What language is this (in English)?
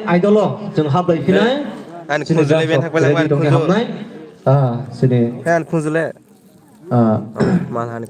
Kok Borok